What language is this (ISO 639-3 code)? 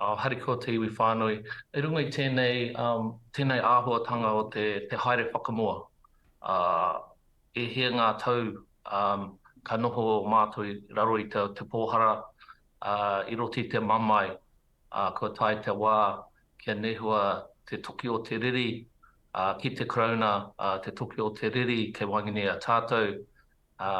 mri